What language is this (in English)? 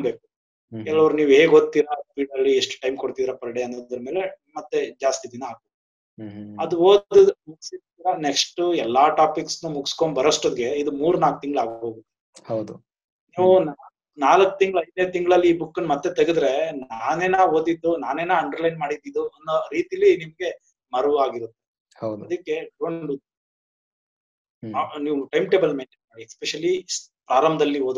Kannada